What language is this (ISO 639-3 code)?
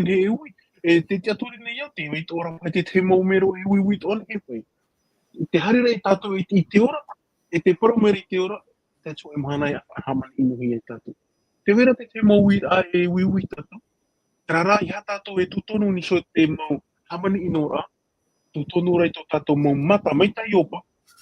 tah